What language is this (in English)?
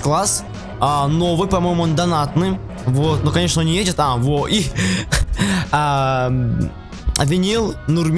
Russian